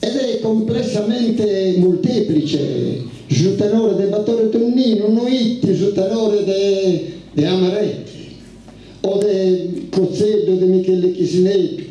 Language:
Sardinian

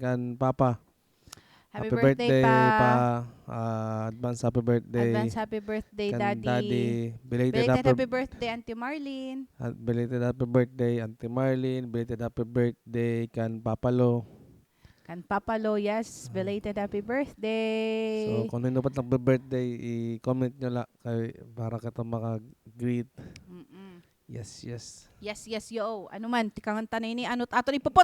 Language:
Waray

